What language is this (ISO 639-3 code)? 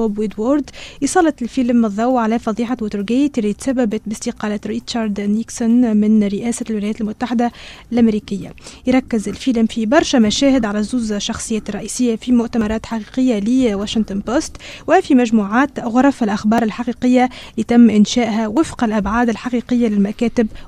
aeb